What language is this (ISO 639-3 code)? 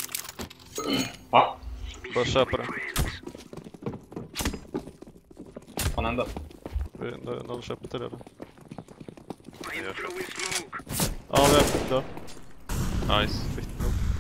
swe